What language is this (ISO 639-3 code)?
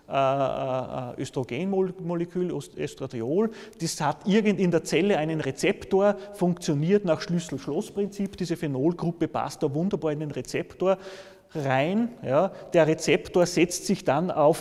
deu